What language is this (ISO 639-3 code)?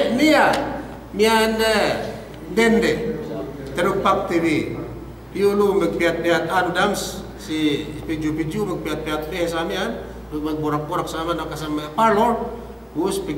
yka